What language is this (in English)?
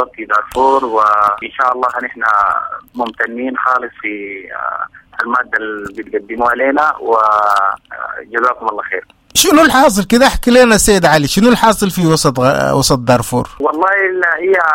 Sudanese Arabic